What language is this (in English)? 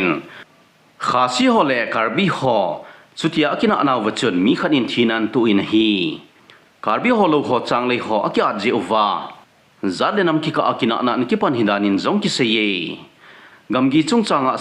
Thado Chin